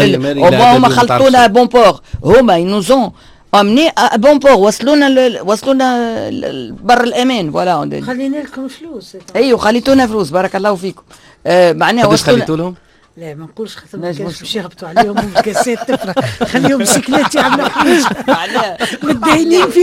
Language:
Tunisian Arabic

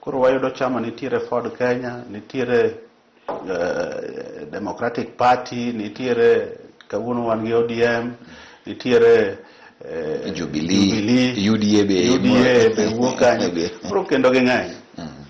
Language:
Luo (Kenya and Tanzania)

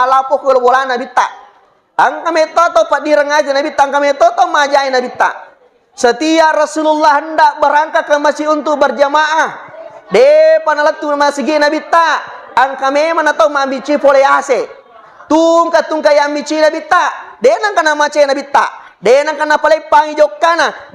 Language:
Buginese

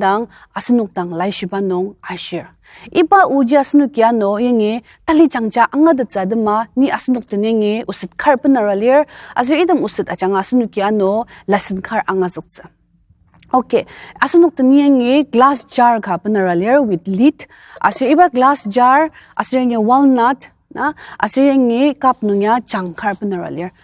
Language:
Ao Naga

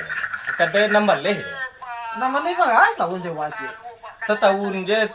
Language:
Minangkabau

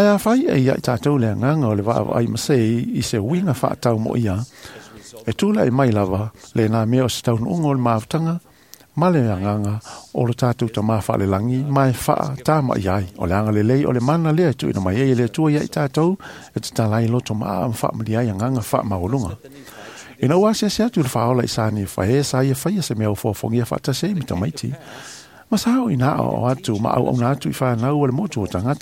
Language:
Samoan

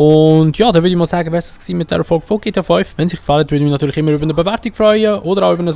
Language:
Swiss German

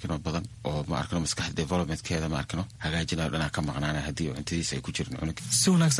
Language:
Somali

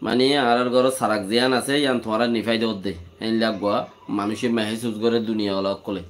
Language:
Rohingya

